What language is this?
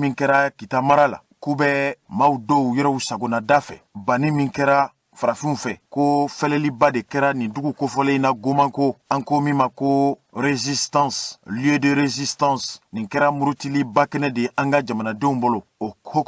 Bambara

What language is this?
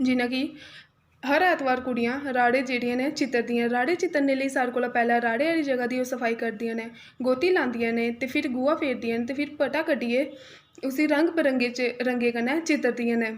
Dogri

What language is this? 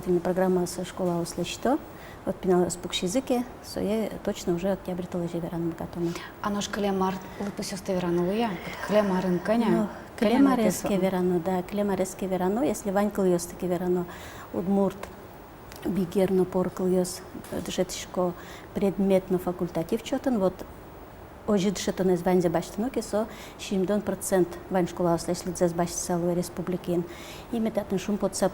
Udmurt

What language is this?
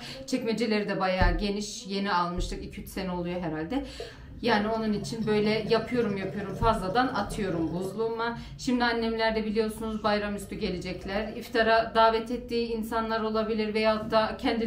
Turkish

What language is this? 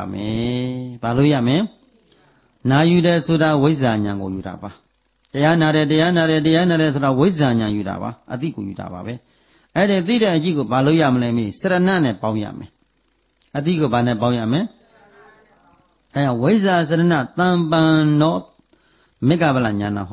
Burmese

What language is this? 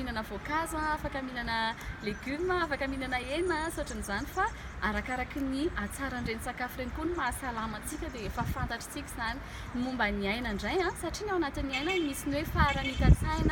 Malagasy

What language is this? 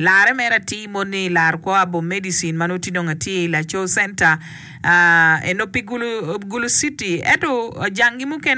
Acoli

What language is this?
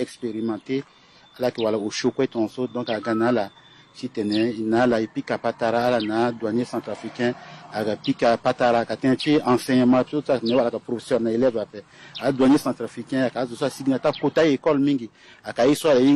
Sango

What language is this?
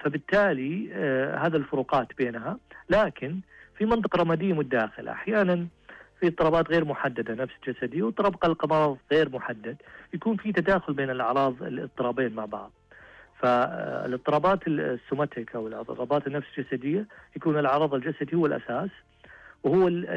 Najdi Arabic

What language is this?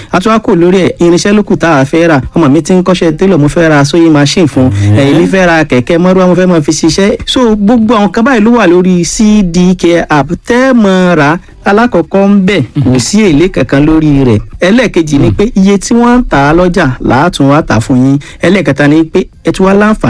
Yoruba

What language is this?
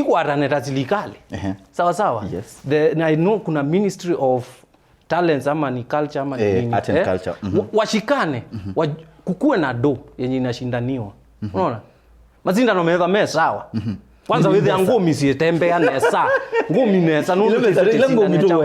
Kamba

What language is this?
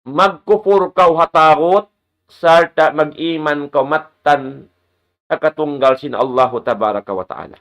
Tausug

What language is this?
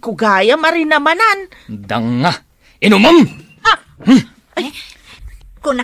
Iloko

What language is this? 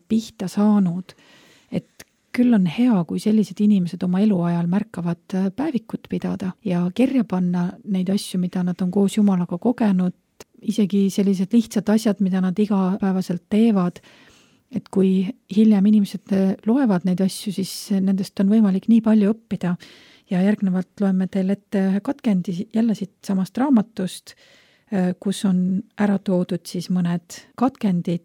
Estonian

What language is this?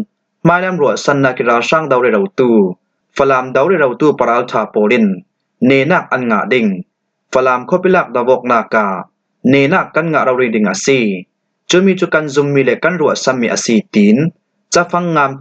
Falam Chin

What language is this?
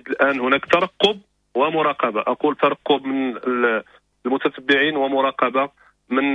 Moroccan Arabic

